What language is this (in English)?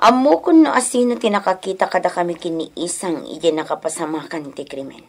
Iloko